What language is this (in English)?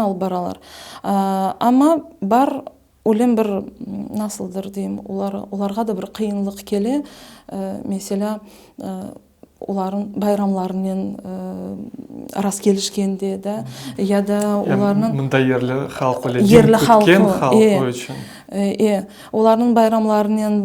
Crimean Tatar